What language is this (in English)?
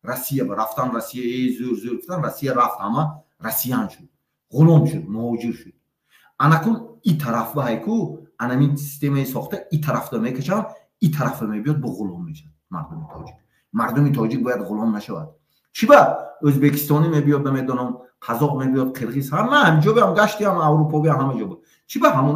Tajik